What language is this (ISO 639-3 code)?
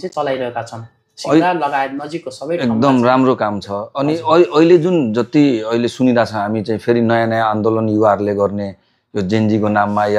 nep